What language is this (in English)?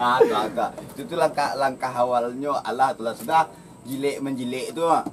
Minangkabau